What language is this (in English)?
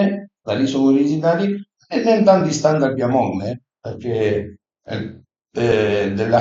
Piedmontese